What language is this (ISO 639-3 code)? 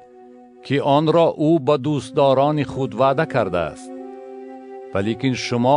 tgk